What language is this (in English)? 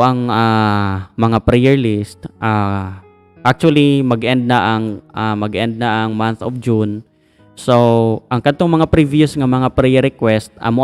Cebuano